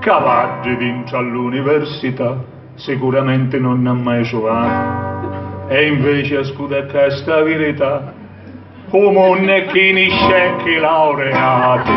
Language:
Sicilian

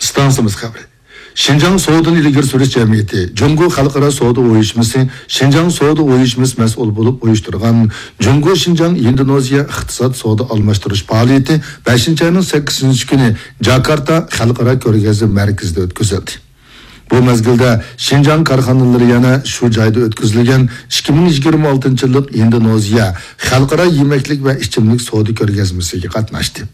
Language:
Uyghur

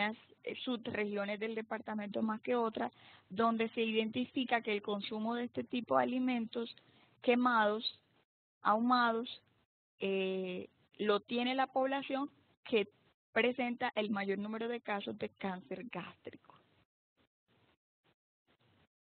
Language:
Spanish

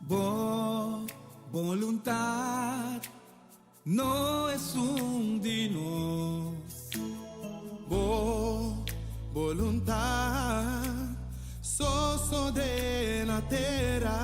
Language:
Papiamento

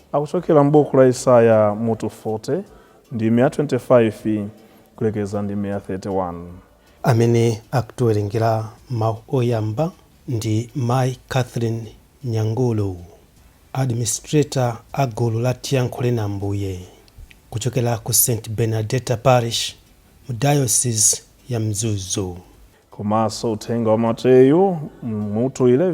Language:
Nyanja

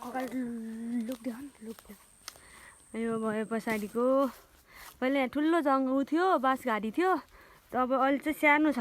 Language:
Nepali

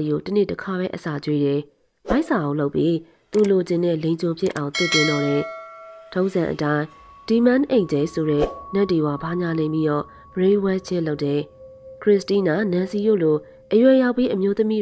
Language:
Burmese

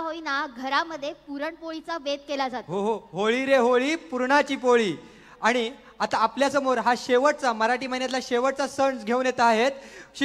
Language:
Marathi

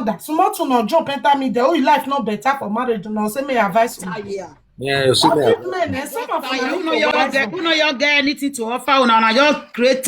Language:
Nigerian Pidgin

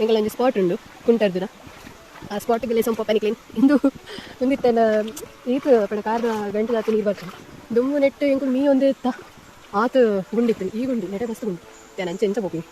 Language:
Tulu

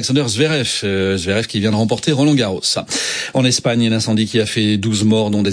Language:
French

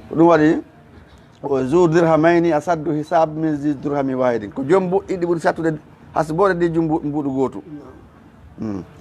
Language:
Fula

